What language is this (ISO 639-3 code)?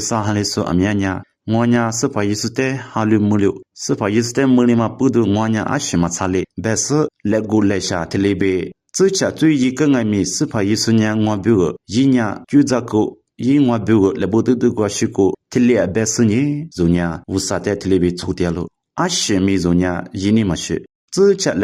lis